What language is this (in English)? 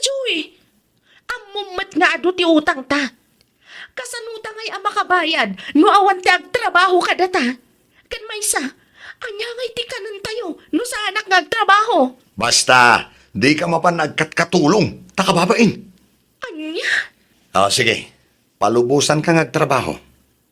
Iloko